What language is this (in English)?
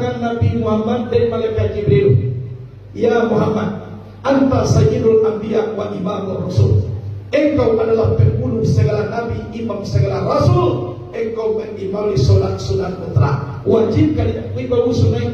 Minangkabau